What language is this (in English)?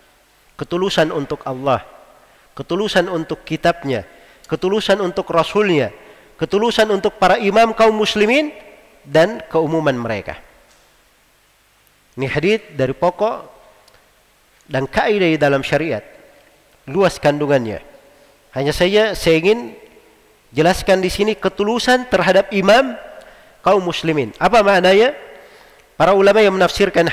Indonesian